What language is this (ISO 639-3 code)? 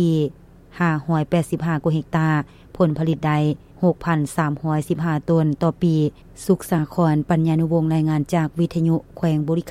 lao